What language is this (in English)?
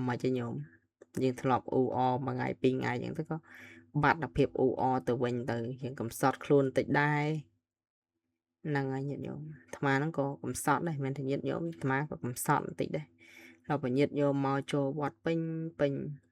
Khmer